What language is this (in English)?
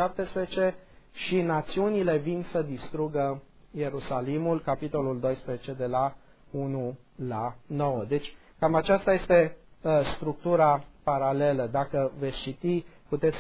Romanian